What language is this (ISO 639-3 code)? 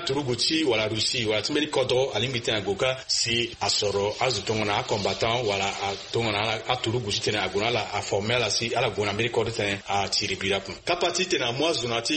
sag